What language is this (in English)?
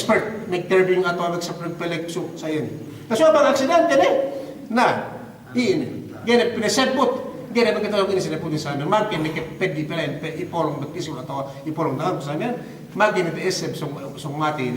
Yakan